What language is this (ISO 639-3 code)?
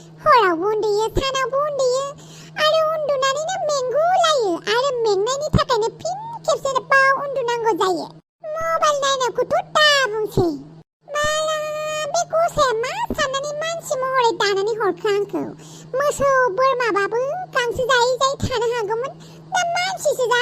brx